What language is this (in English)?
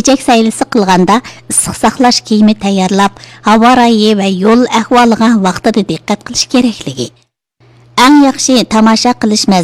Uyghur